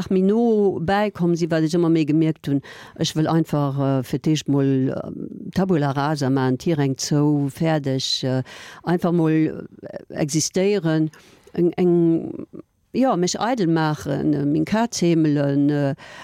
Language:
Luxembourgish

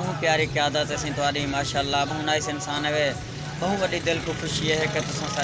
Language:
Saraiki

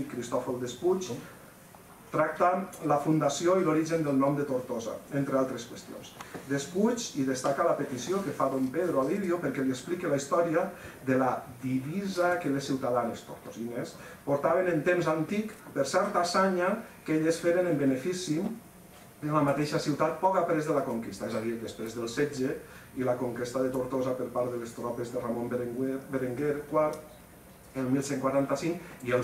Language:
Catalan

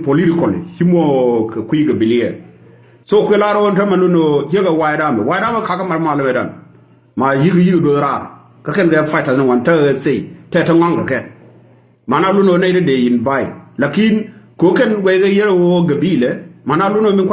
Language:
Nuer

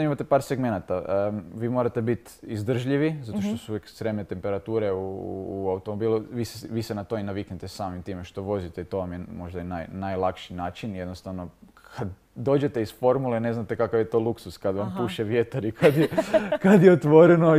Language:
Croatian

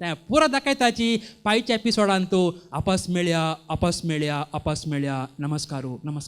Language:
Konkani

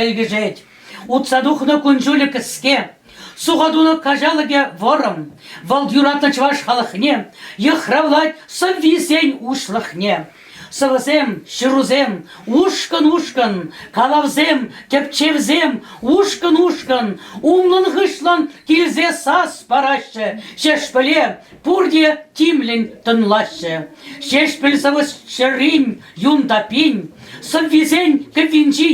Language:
Chuvash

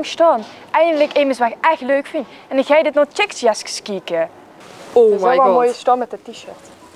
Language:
Limburgish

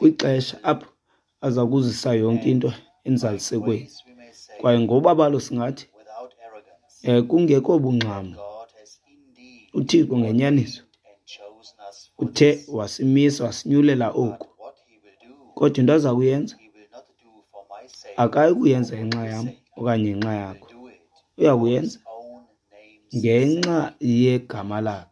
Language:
Xhosa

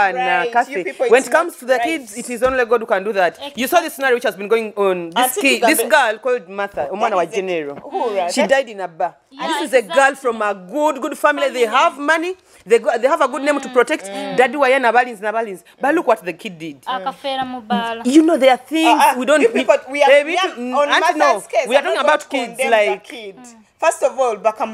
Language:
Nyoro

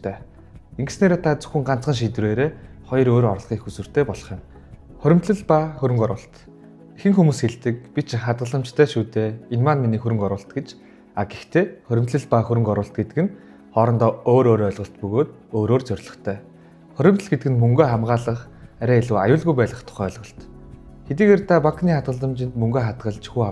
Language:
Mongolian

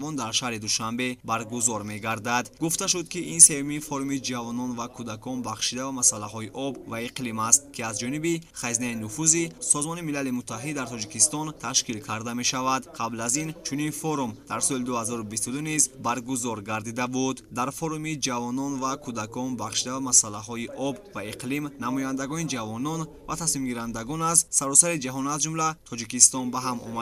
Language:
Tajik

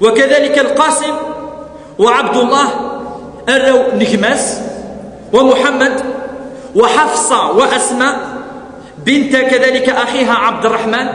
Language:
Kabyle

